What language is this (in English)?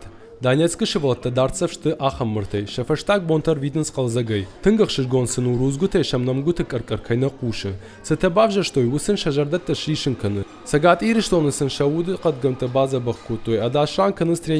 Ossetic